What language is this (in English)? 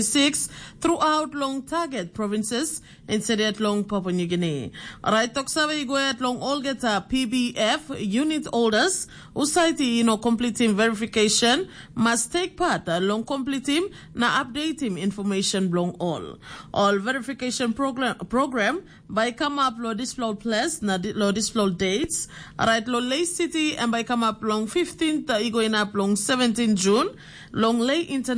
Tok Pisin